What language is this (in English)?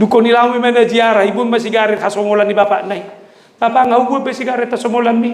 Batak Toba